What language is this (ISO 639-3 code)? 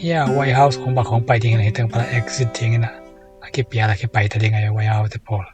ctd